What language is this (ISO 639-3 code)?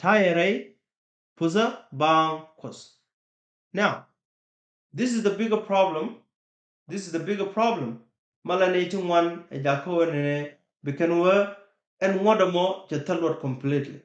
nus